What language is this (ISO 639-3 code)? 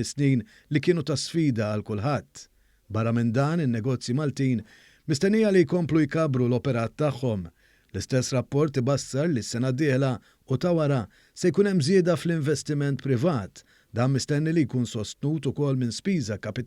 mlt